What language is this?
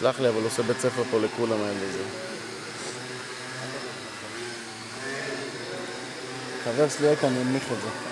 Hebrew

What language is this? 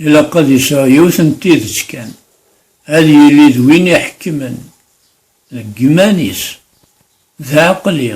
Kabyle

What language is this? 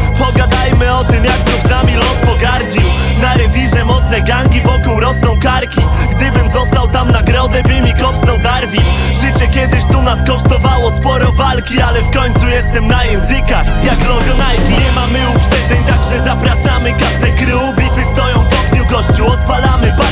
Polish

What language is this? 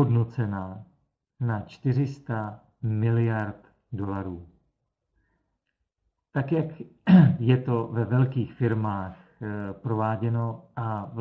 Czech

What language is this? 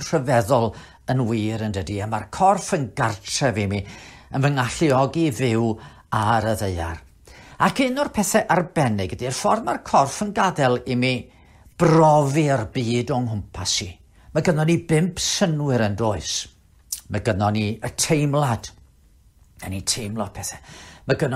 Welsh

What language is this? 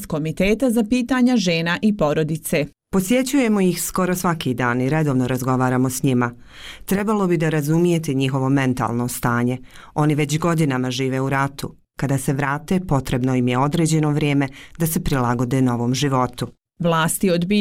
Bosnian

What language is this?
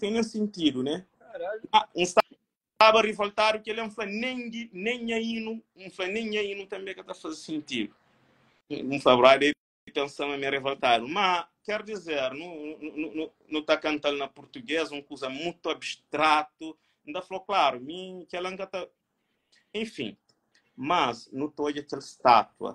Kabuverdianu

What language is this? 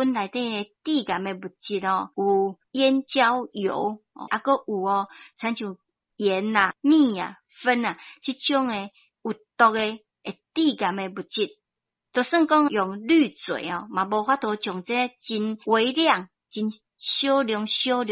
Min Nan Chinese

